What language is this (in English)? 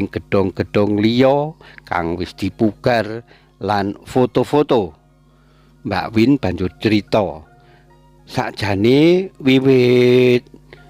Javanese